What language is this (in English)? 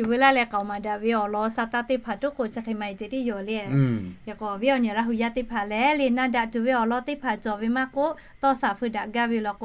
Lahu